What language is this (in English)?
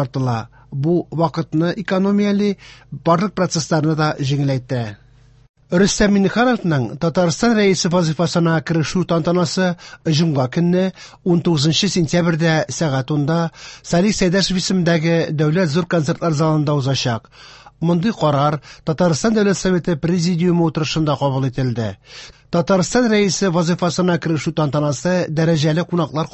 Tatar